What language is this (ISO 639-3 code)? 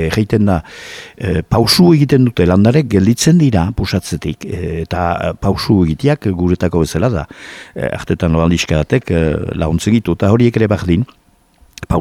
eus